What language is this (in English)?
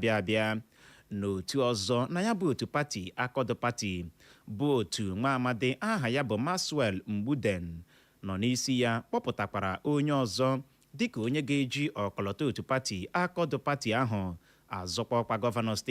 Igbo